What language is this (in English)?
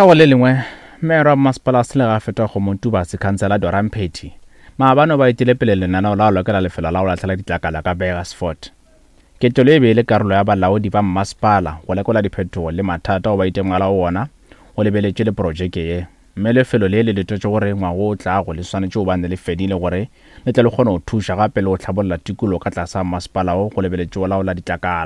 Northern Sotho